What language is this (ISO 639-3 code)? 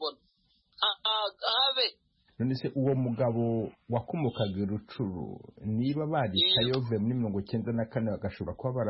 kin